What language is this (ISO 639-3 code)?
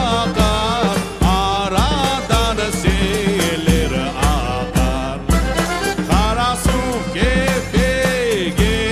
crh